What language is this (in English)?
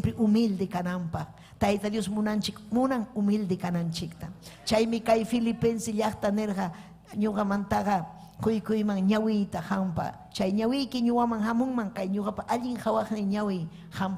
Ayacucho Quechua